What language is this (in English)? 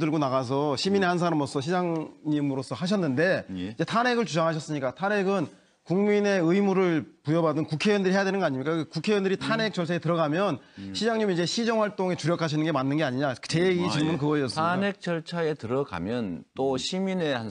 Korean